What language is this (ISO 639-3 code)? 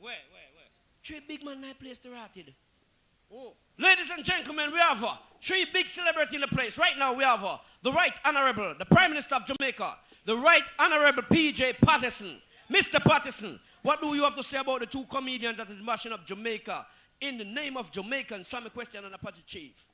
jam